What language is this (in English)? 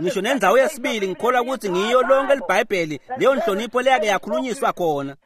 Swati